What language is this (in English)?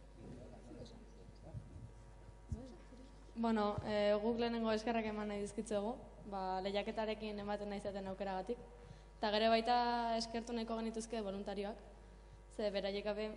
Basque